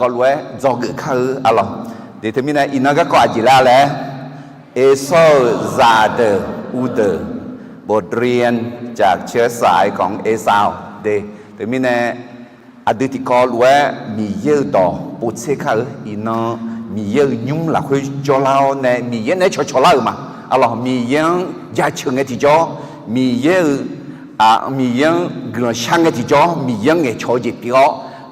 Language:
Akha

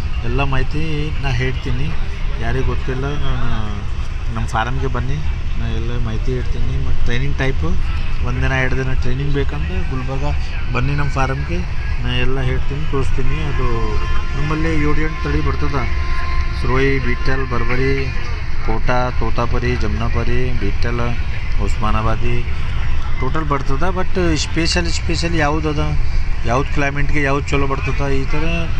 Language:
Kannada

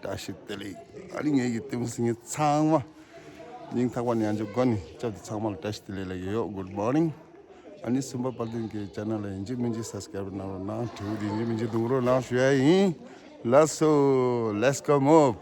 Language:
Tibetan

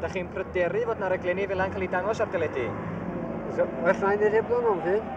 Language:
Welsh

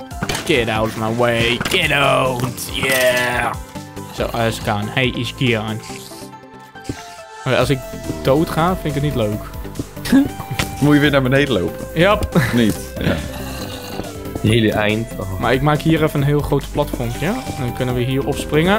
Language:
Dutch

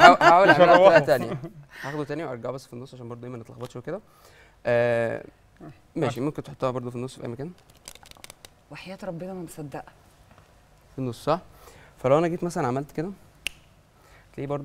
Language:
Egyptian Arabic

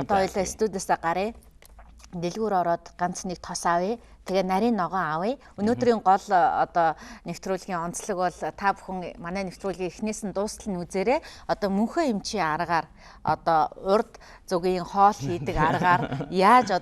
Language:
Mongolian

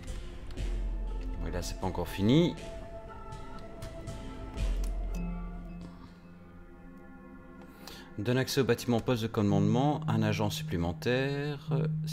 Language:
French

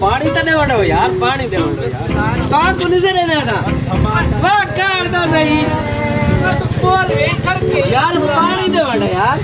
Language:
Saraiki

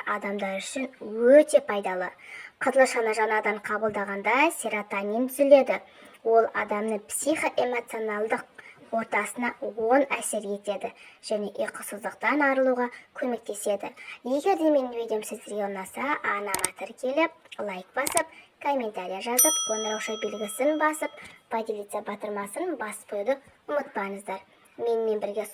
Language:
Kazakh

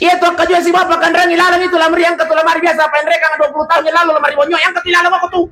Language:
Buginese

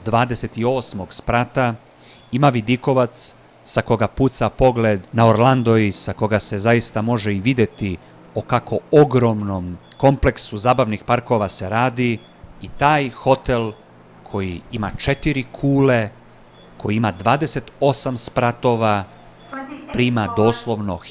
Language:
Serbian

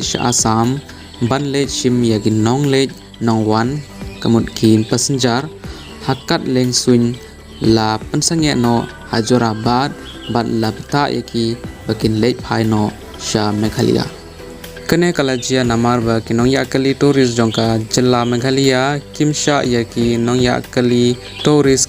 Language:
Khasi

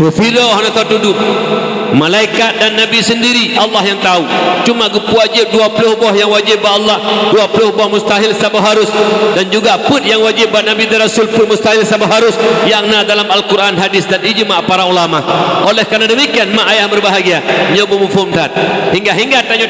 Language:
Achinese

